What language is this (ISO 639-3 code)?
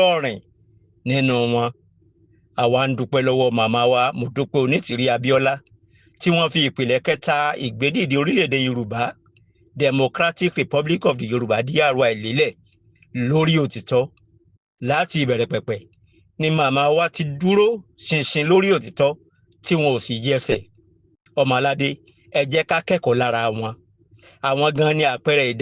yor